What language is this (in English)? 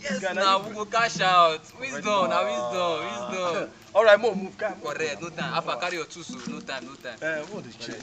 Nigerian Pidgin